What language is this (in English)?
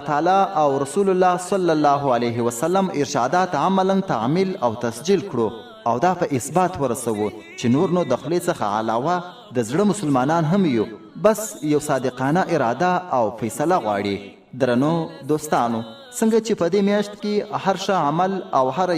Pashto